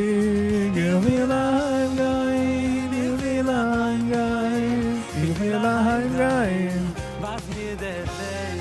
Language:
Yiddish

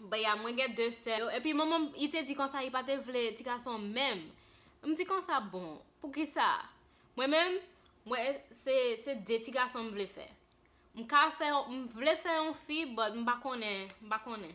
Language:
Haitian Creole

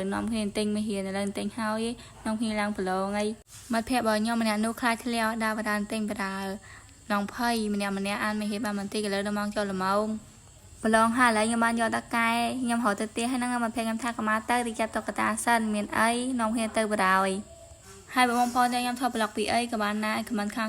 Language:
Khmer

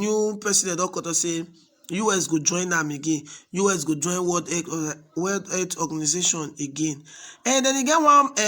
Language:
Nigerian Pidgin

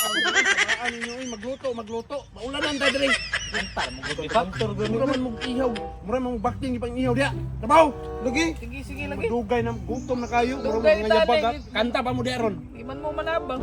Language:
Cebuano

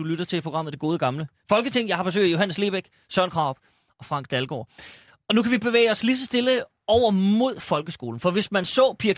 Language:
Danish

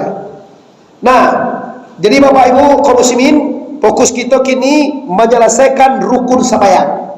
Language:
Minangkabau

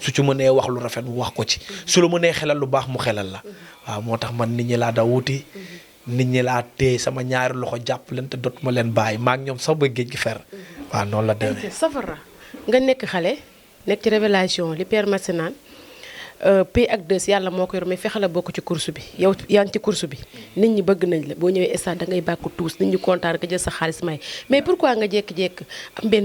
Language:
Wolof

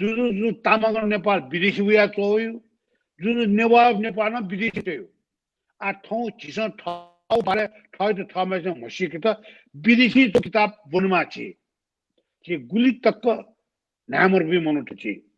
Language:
Newari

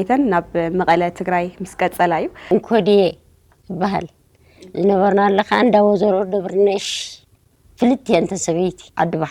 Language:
Tigrinya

